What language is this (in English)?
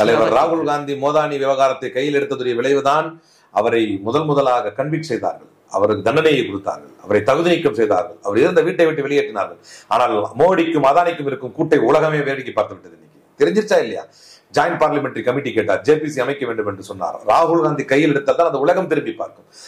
Tamil